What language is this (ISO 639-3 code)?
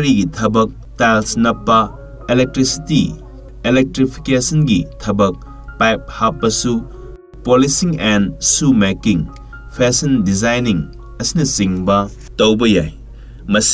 mni